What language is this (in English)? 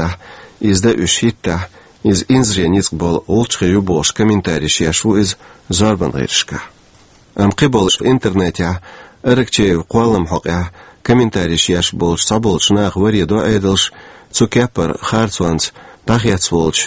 Chechen